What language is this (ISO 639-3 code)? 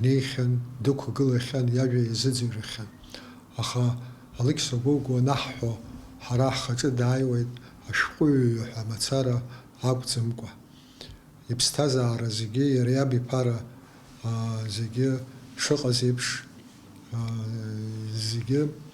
abk